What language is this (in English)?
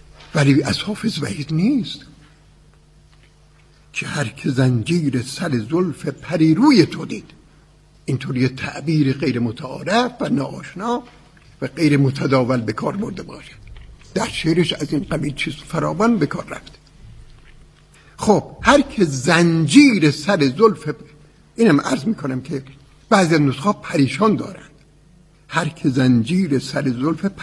Persian